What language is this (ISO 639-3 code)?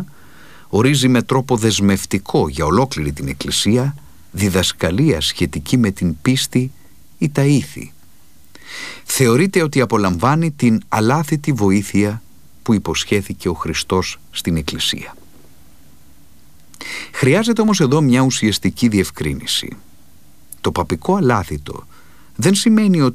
ell